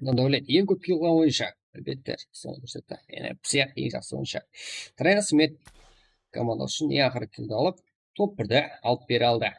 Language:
Kara-Kalpak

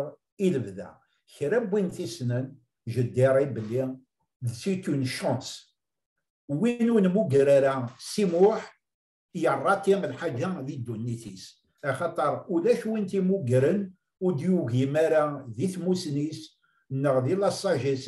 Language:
Kabyle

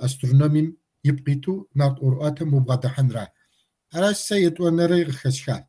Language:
Kabardian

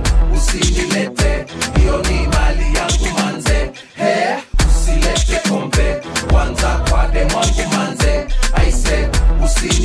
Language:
Swahili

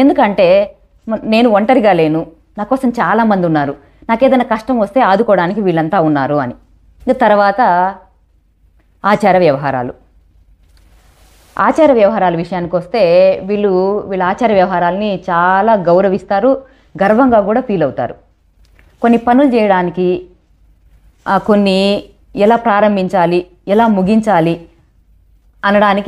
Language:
Telugu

